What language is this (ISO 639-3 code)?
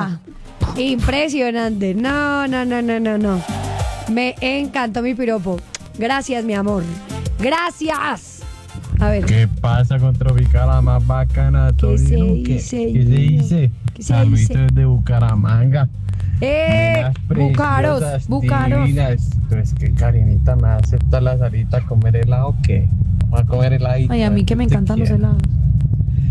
spa